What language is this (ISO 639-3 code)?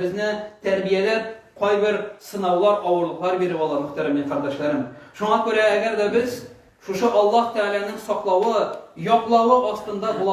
tat